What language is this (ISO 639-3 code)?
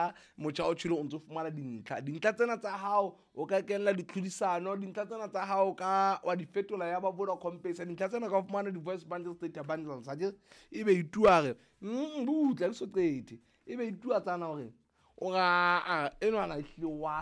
sot